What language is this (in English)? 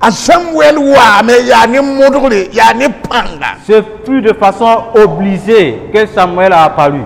Mossi